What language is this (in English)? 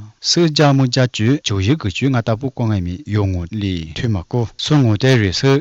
Lisu